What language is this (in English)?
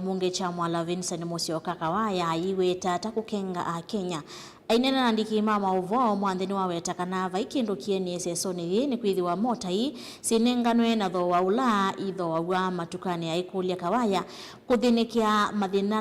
Kamba